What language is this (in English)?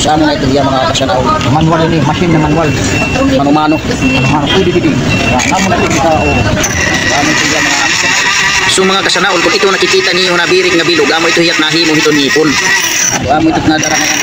Waray